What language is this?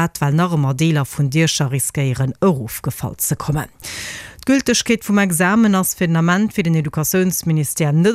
Luxembourgish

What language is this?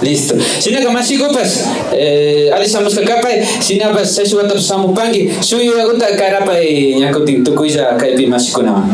Imbabura Highland Quichua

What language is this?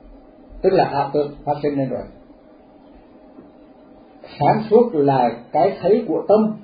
Vietnamese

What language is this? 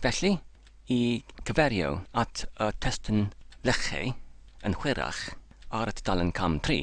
Welsh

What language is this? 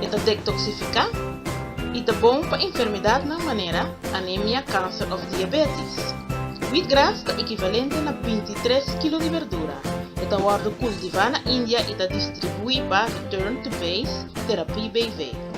Papiamento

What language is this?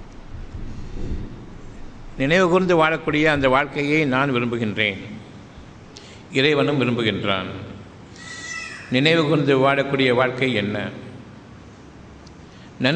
Tamil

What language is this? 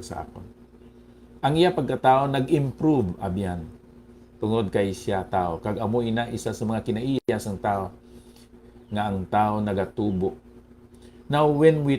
Hiligaynon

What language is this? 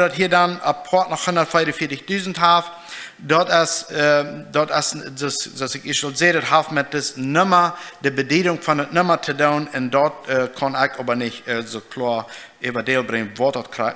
Plautdietsch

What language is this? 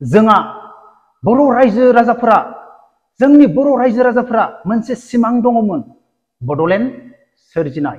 Bodo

